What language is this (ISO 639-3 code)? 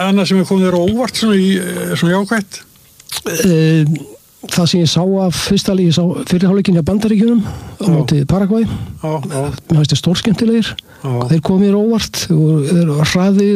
isl